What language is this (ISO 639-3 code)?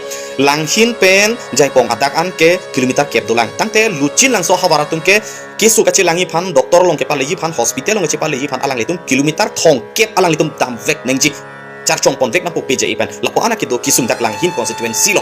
mjw